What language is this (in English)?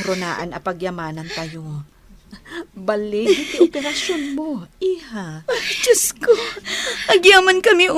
Iloko